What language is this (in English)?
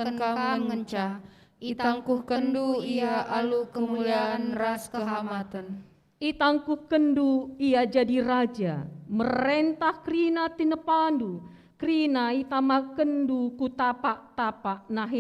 Batak Karo